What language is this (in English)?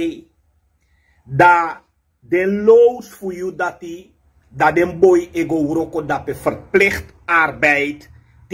Sranan Tongo